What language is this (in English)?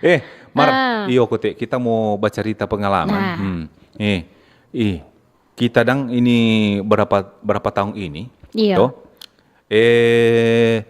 Manado Malay